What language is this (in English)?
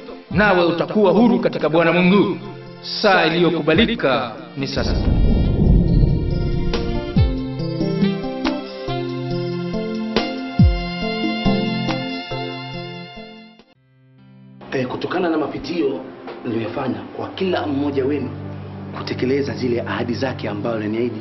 Swahili